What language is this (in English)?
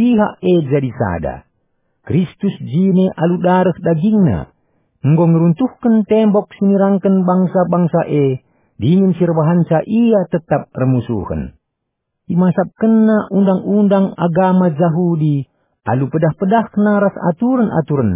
Batak Karo